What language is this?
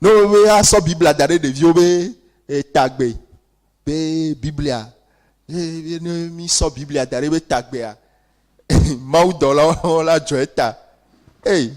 Ewe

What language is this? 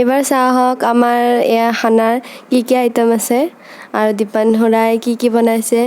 Assamese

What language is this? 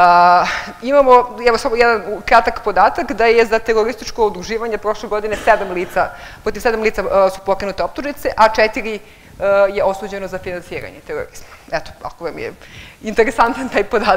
Serbian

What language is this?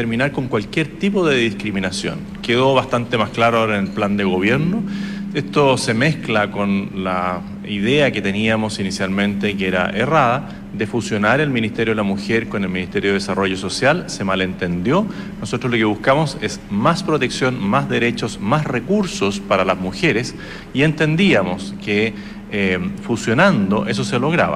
Spanish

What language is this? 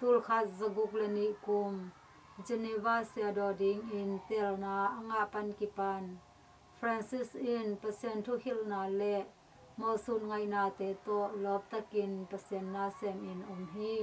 Tedim Chin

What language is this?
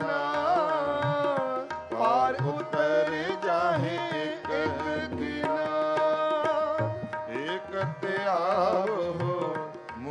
Punjabi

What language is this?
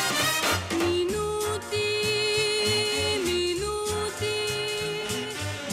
Bulgarian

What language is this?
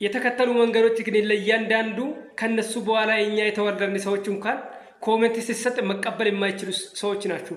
Amharic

